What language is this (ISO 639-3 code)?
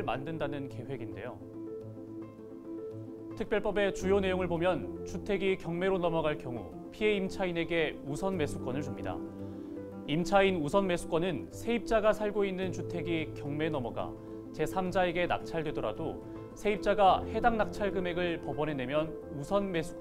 kor